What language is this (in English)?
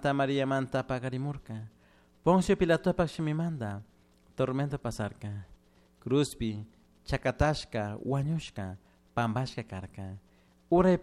Chimborazo Highland Quichua